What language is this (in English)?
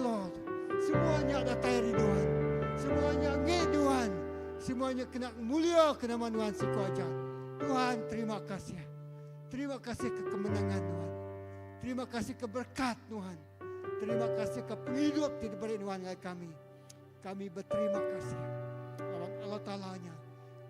Iban